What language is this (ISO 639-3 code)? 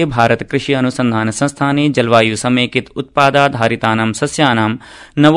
san